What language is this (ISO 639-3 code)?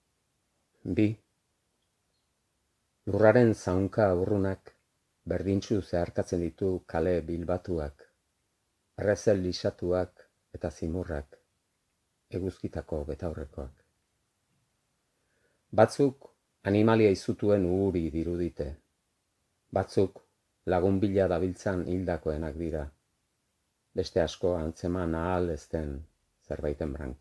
eus